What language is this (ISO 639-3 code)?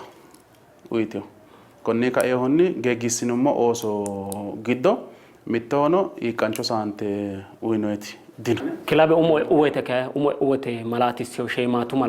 sid